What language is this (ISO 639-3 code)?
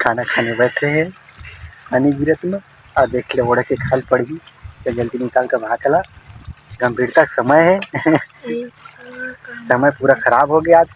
hne